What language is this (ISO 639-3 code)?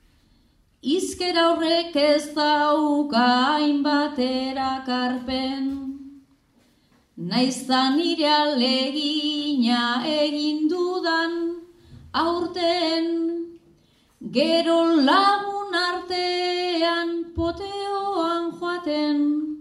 eus